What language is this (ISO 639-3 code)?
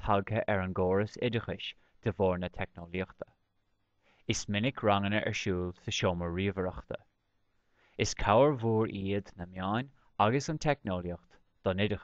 gle